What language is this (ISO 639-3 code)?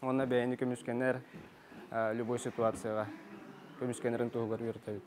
sah